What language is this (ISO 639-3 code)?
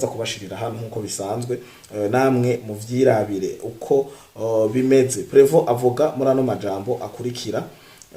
run